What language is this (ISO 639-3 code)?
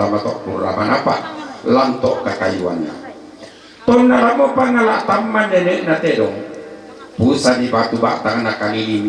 sda